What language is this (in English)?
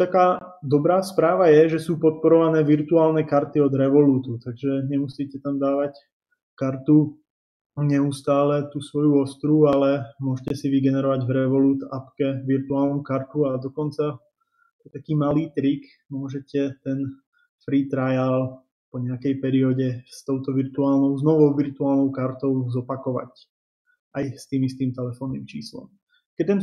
Slovak